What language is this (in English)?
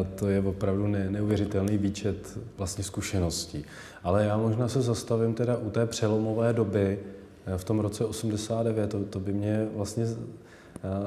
Czech